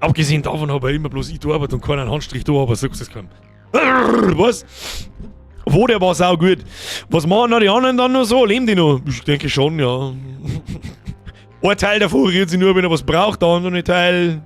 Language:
Bavarian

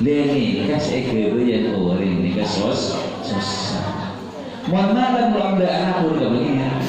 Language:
Madurese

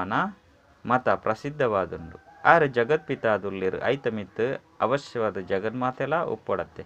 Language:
Tulu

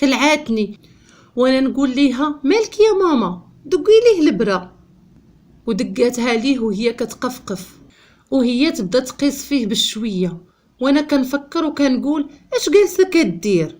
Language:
Moroccan Arabic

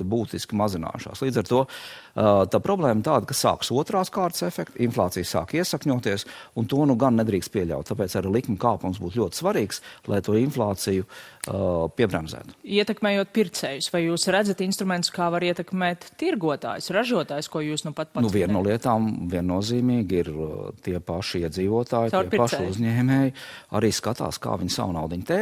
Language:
Latvian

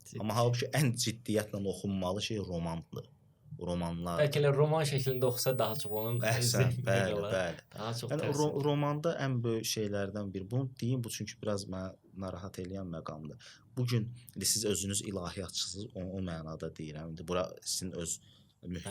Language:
Azerbaijani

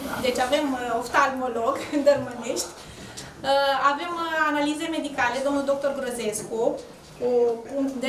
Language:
Romanian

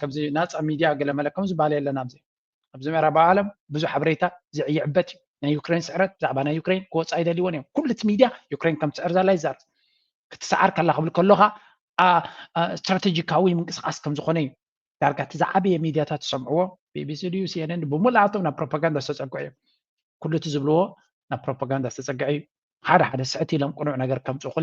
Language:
Tigrinya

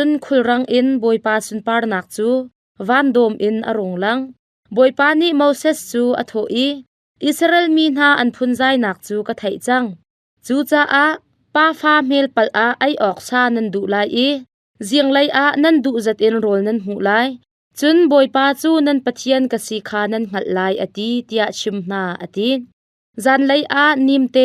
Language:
Hakha Chin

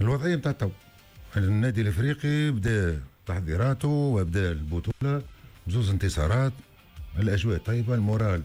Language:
Tunisian Arabic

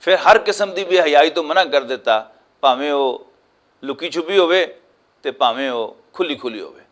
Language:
Western Panjabi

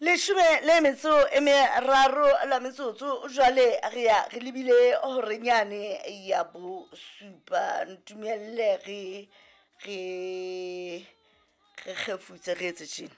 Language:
Southern Sotho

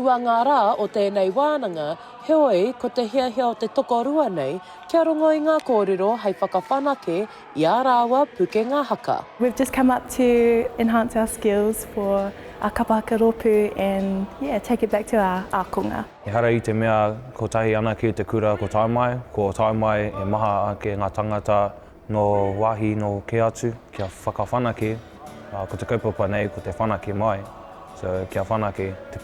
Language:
Māori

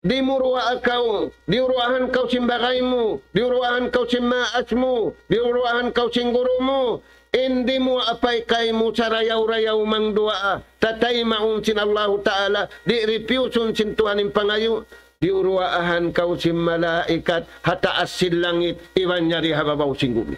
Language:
Tausug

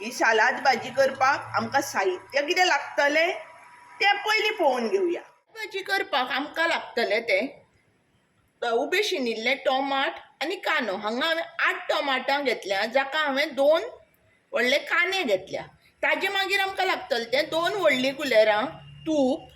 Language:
Konkani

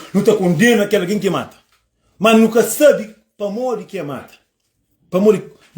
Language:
Kabuverdianu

